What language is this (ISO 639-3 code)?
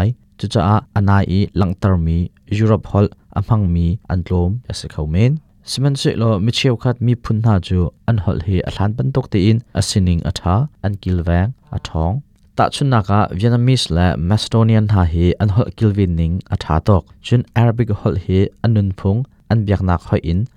cnh